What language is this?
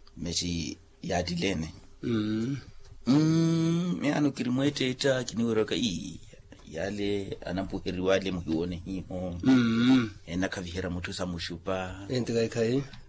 Makhuwa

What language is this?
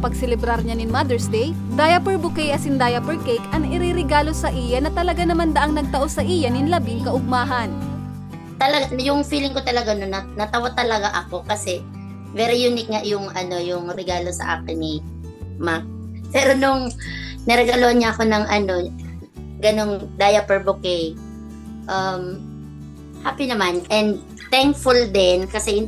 Bikol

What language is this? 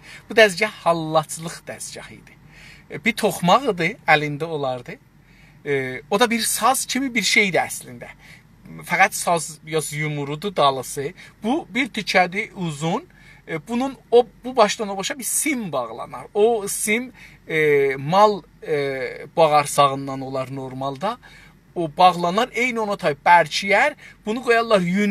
South Azerbaijani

